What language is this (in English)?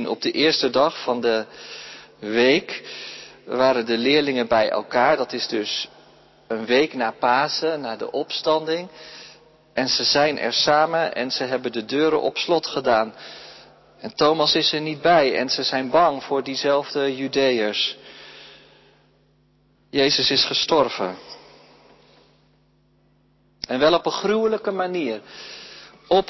Dutch